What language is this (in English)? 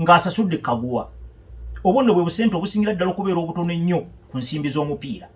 Ganda